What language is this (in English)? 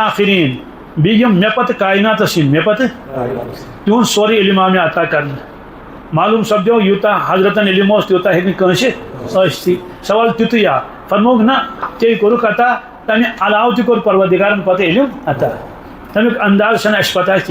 Kashmiri